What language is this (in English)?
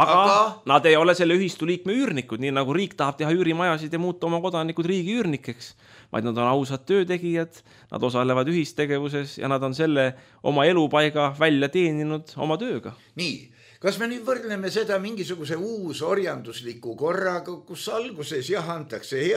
Estonian